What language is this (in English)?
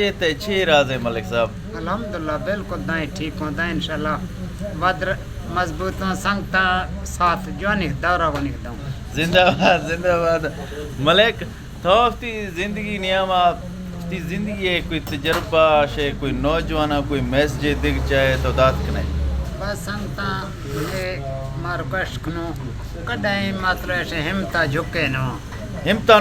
Eastern Balochi